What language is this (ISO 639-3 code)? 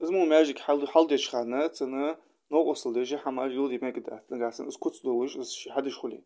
inh